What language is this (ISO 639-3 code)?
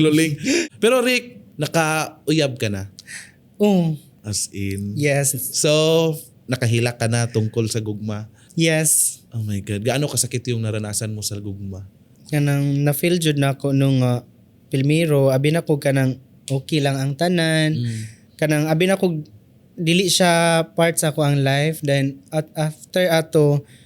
ceb